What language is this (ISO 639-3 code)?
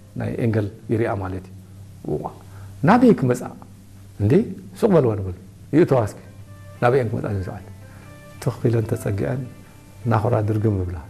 tir